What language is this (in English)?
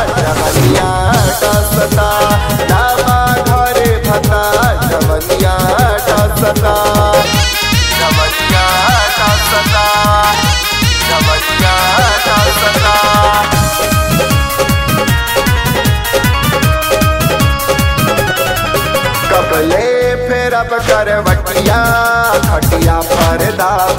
Bhojpuri